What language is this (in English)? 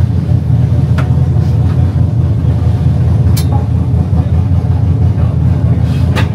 Czech